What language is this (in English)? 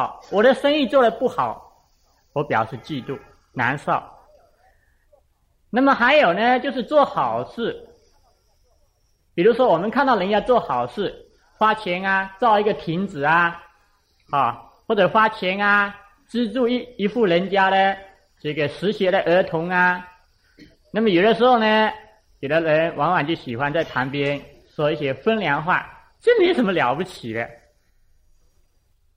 Chinese